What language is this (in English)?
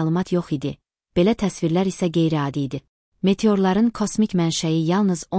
Azerbaijani